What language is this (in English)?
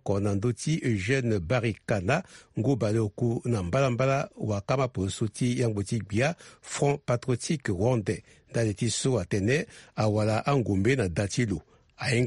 Sango